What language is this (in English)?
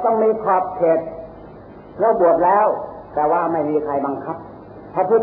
Thai